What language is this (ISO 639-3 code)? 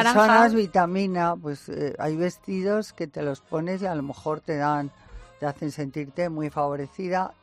spa